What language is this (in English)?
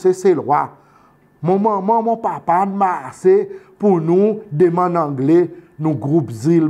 Seselwa Creole French